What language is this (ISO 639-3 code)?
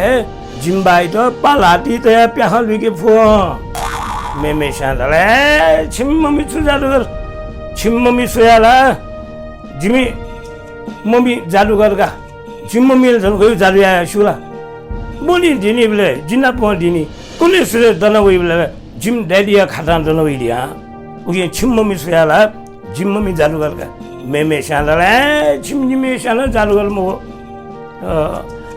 new